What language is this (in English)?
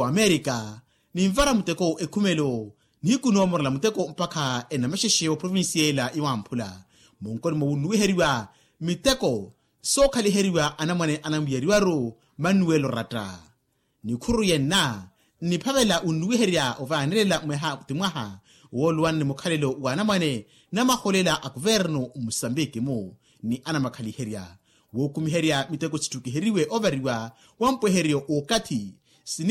Makhuwa